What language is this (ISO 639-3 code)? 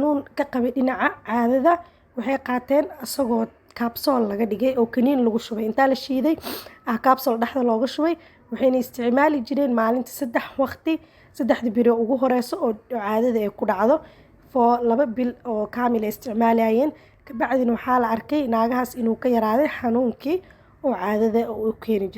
som